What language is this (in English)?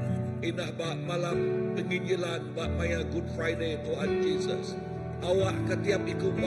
Iban